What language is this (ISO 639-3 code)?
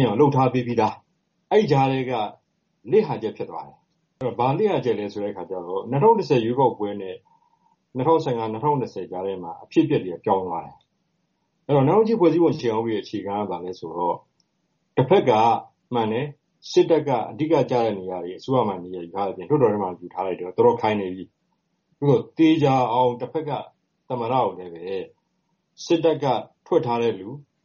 mya